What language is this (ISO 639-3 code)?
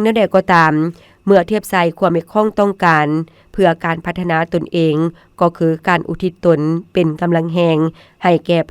lao